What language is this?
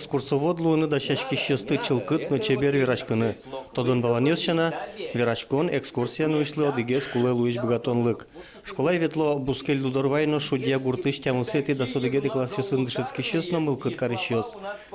Udmurt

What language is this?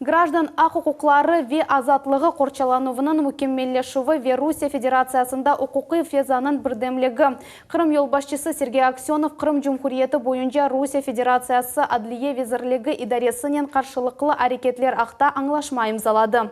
Crimean Tatar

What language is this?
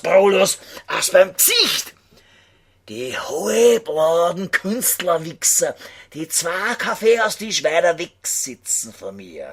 Bavarian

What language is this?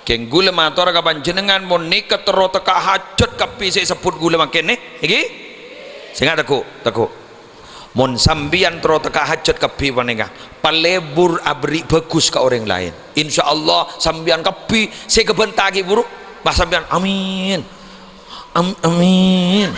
Madurese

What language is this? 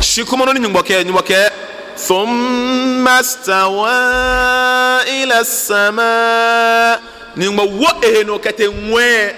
Ga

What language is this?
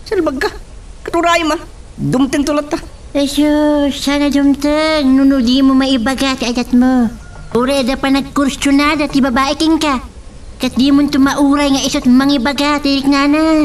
Iloko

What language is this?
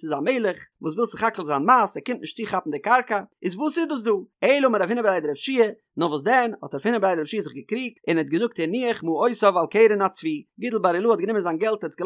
Yiddish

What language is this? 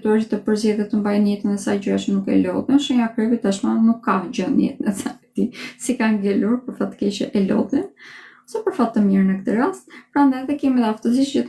Albanian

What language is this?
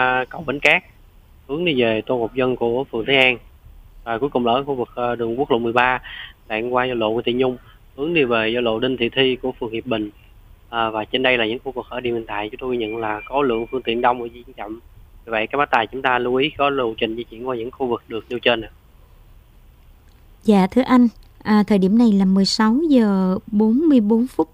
Vietnamese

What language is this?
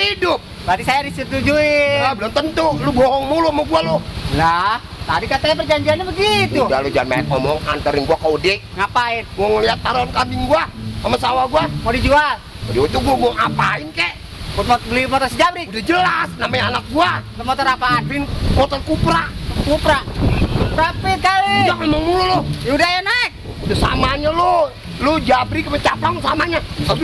Betawi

